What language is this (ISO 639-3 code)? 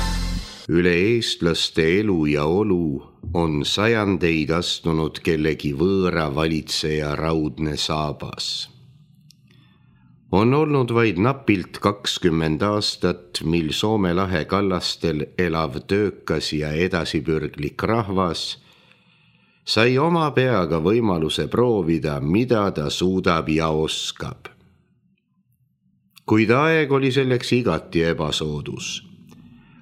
est